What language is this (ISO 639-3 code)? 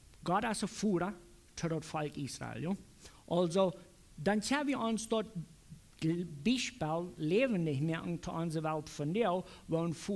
pdt